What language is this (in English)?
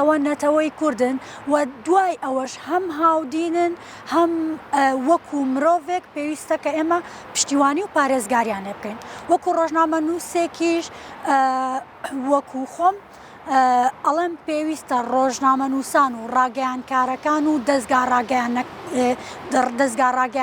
Central Kurdish